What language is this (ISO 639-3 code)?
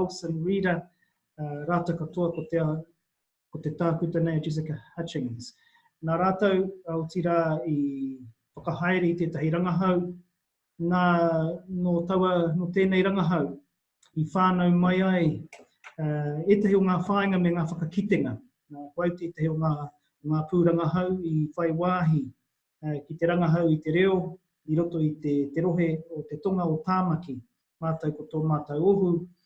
mri